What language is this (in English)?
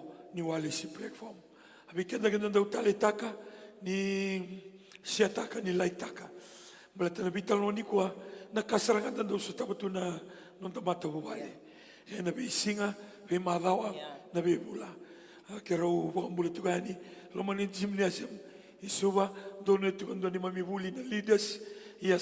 Fijian